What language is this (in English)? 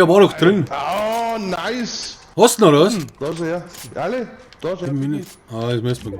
Bavarian